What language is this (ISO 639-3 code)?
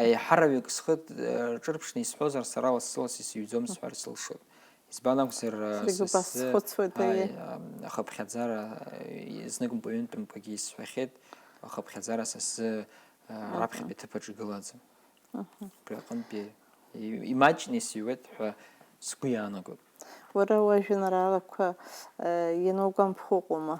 abk